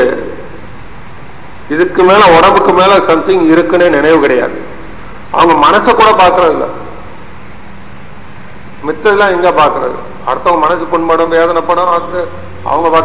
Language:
Tamil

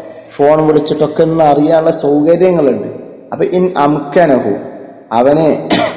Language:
Malayalam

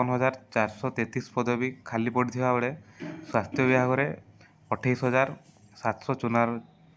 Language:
Odia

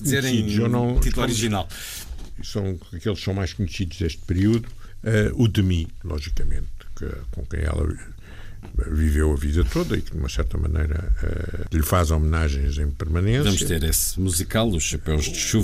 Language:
Portuguese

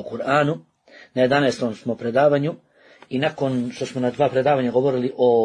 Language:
Bosnian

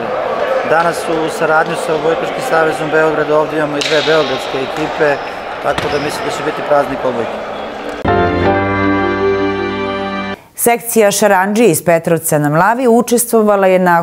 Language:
Serbian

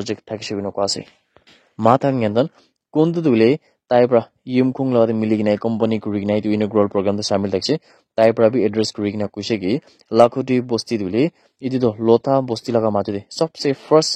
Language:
Naga Pidgin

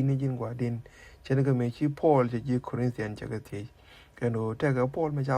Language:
Nuer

